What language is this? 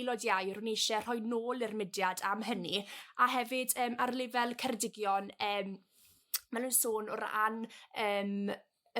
Welsh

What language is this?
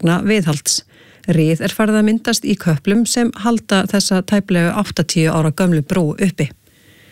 Icelandic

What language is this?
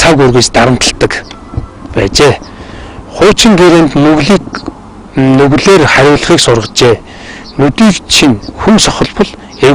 Mongolian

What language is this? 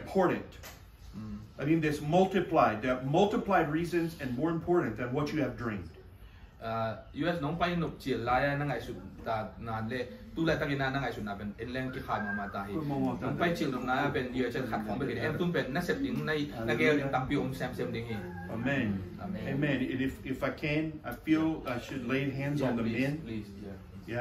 Tedim Chin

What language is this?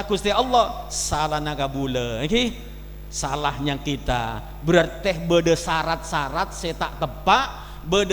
Madurese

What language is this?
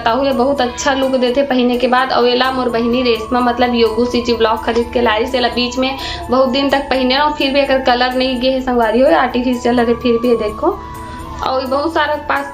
Chhattisgarhi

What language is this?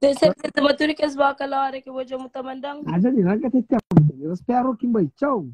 Kabuverdianu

